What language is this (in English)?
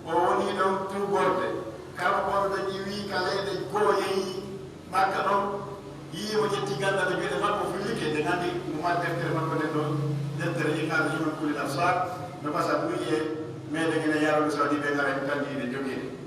Pular